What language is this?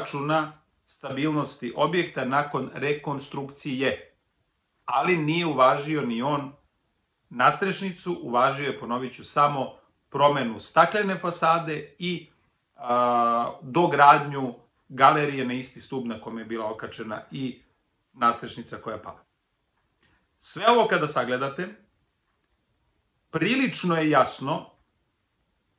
Serbian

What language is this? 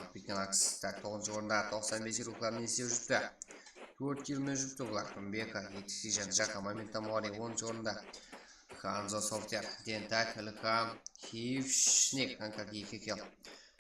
Kara-Kalpak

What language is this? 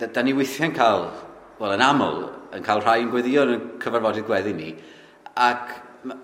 Welsh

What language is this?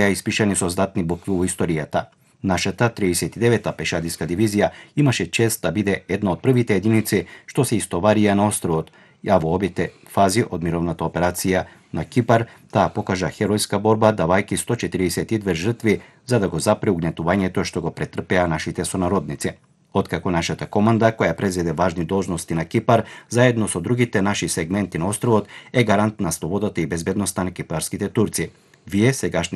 Macedonian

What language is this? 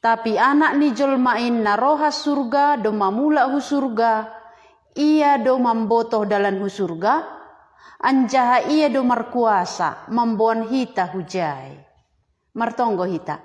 Batak Simalungun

